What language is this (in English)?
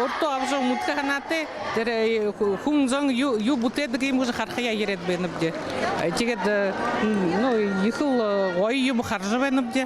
Buriat